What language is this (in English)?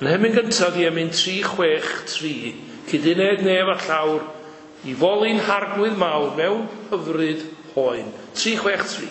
Welsh